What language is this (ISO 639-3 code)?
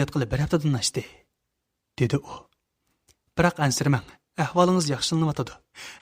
uig